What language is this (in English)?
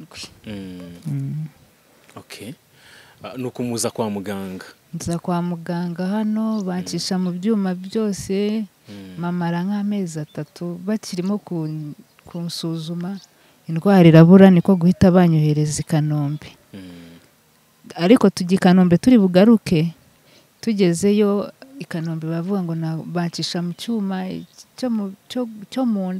Kinyarwanda